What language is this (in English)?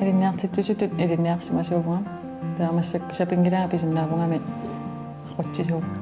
Kalaallisut